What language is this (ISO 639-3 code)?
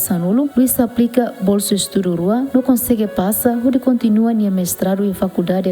tet